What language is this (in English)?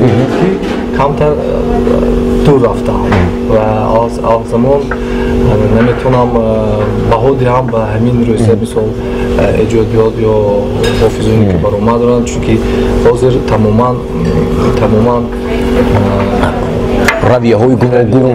Tajik